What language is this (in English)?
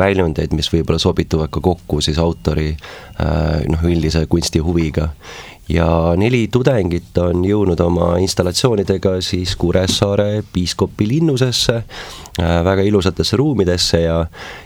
Estonian